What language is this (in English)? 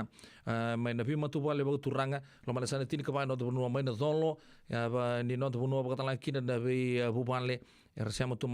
Fijian